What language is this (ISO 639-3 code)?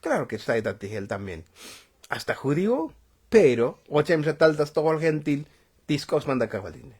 tzo